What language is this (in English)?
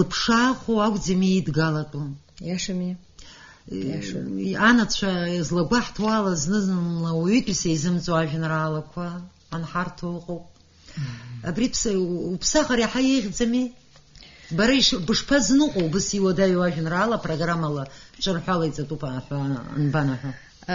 Abkhazian